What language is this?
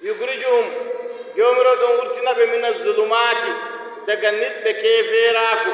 Nigerian Fulfulde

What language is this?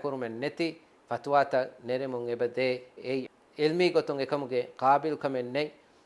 Divehi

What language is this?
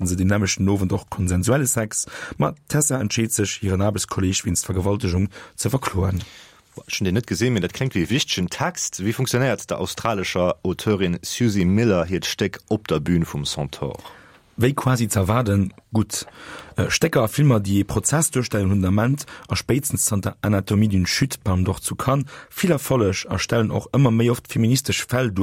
Luxembourgish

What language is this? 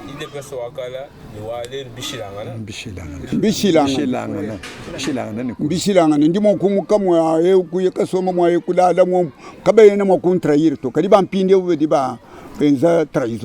Luba-Lulua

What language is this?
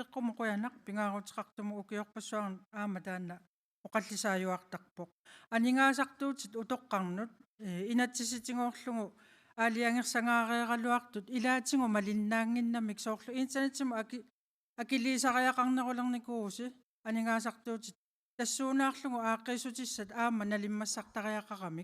Kalaallisut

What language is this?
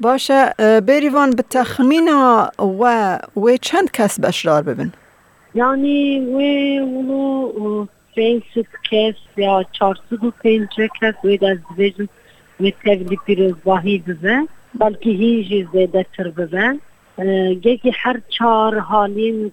Kurdish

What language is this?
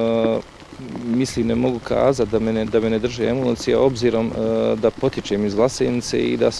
Bosnian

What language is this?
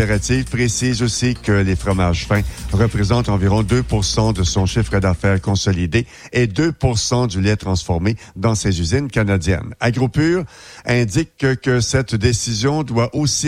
French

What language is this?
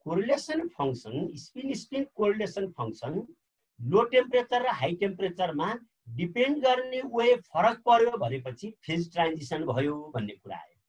Nepali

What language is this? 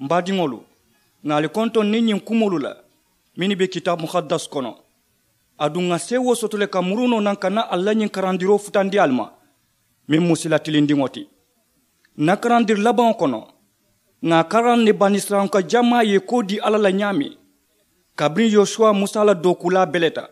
Mandingo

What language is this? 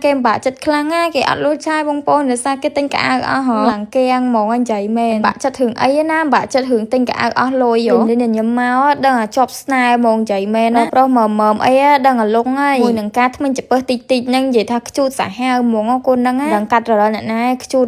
Khmer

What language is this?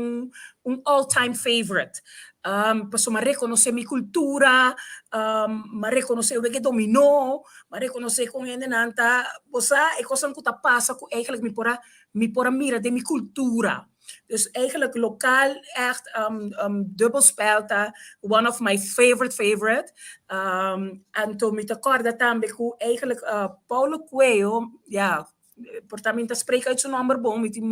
Papiamento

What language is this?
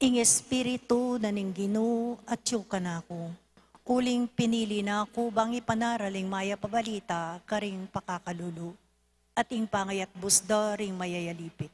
Pampanga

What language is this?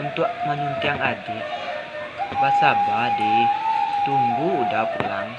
Minangkabau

